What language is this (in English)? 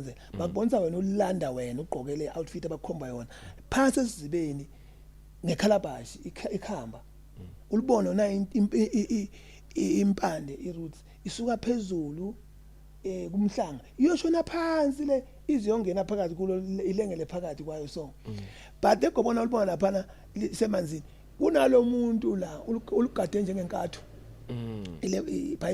Zulu